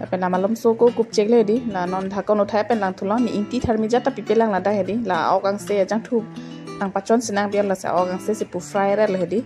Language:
Karbi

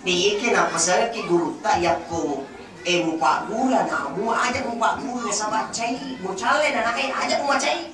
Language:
Buginese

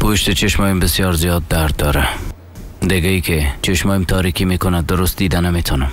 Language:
Persian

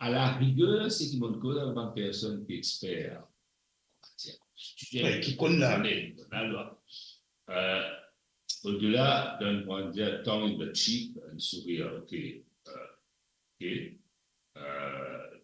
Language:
Morisyen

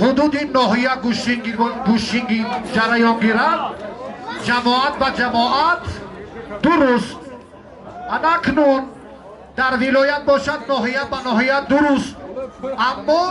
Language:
Tajik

